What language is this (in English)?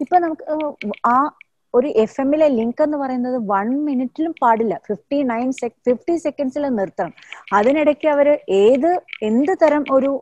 Malayalam